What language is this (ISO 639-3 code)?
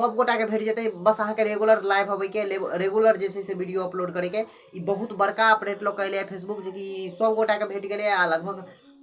mai